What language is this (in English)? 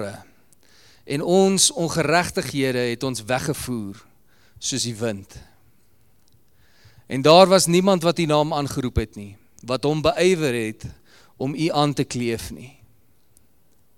Afrikaans